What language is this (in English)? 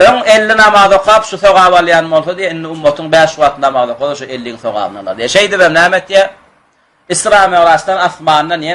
Turkmen